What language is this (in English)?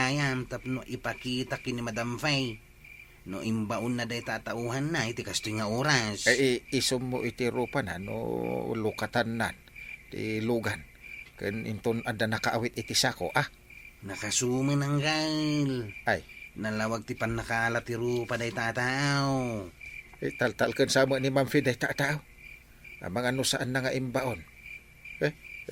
Iloko